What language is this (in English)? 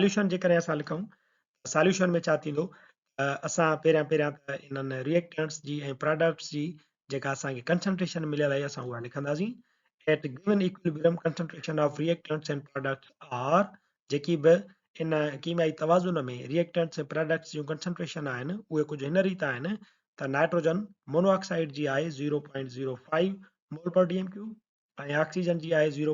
Sindhi